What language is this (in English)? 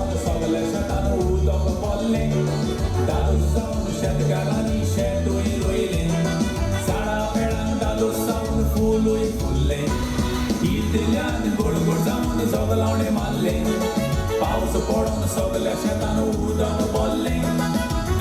Konkani